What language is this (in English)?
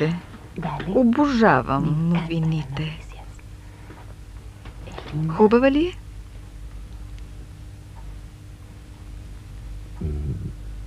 Bulgarian